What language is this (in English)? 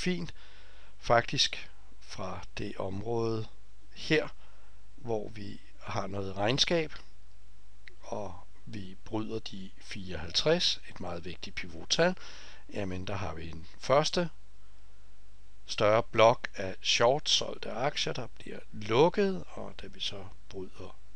Danish